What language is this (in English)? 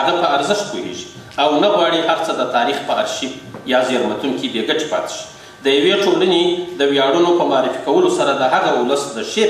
Pashto